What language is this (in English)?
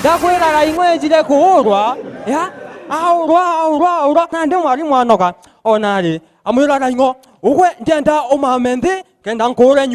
Meru